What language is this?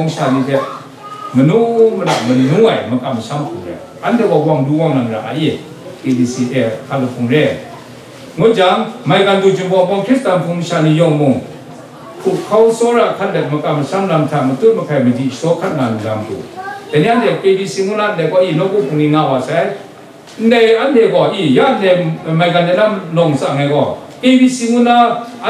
Kachin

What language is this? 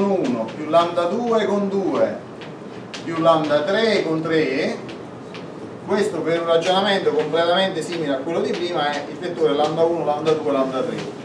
Italian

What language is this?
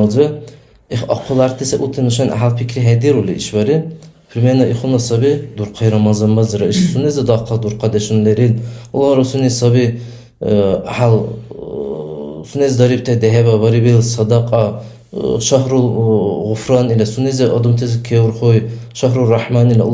Dargwa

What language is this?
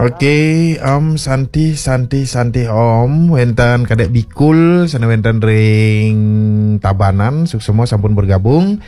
Balinese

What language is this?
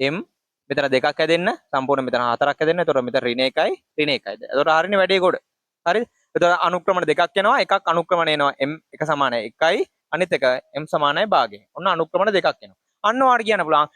Sinhala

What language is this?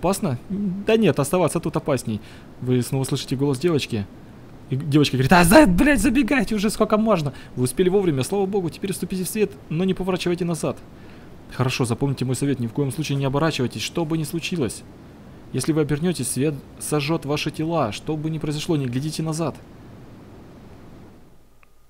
Russian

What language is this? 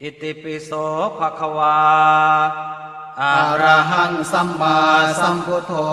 Pali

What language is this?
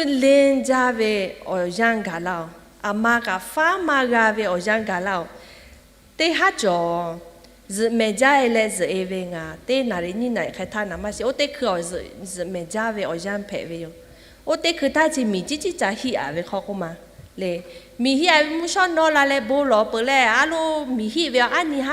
Lahu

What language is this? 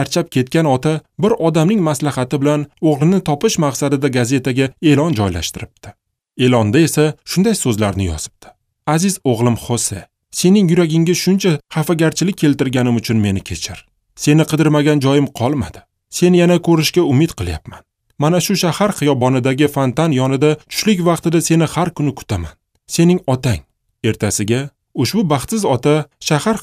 Uzbek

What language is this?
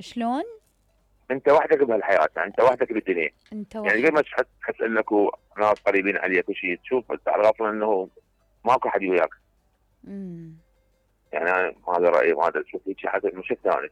Mesopotamian Arabic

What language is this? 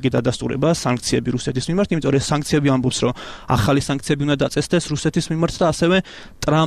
Georgian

